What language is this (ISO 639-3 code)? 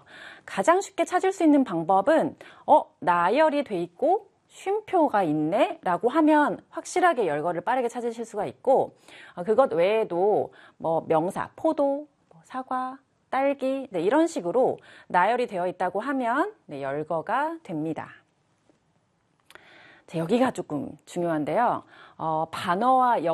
kor